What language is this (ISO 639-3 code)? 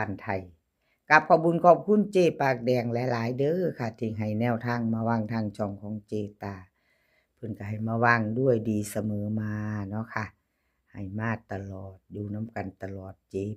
tts